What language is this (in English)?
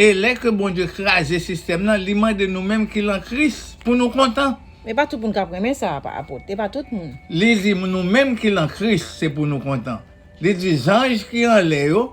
Haitian Creole